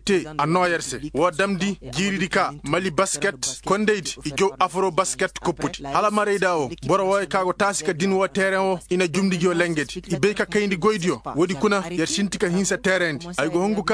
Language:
Koyraboro Senni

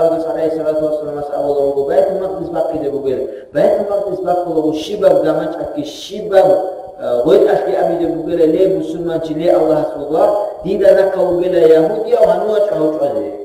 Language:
Avaric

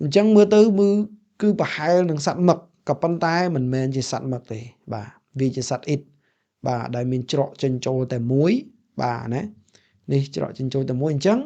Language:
Khmer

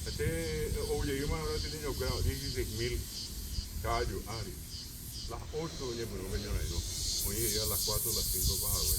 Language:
Guarani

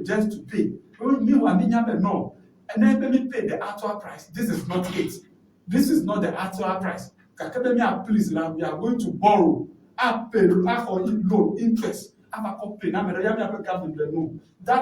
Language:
Ewe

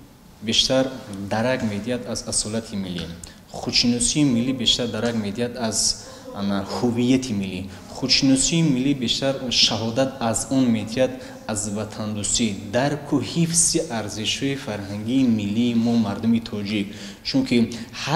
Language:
Tajik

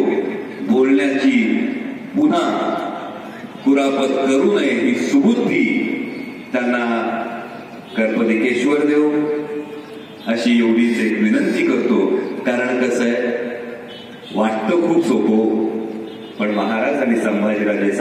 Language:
Marathi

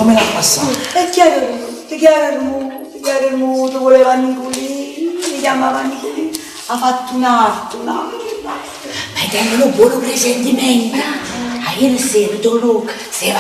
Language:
Neapolitan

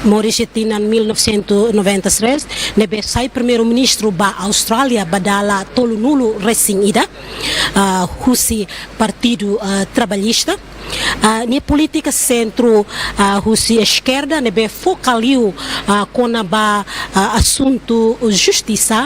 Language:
Tetum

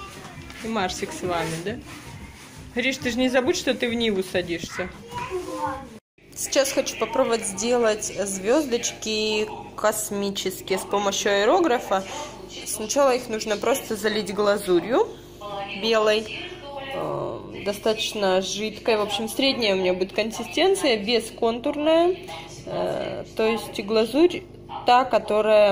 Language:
Russian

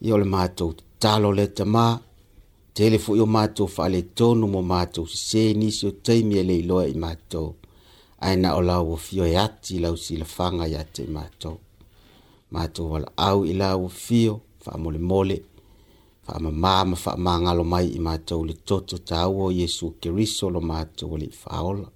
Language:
Samoan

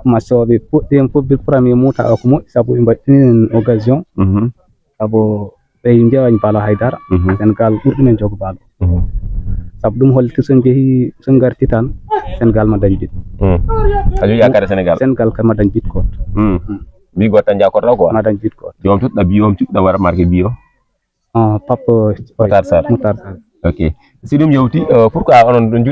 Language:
Fula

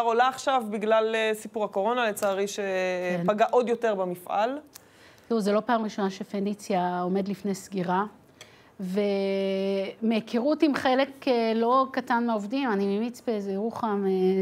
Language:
Hebrew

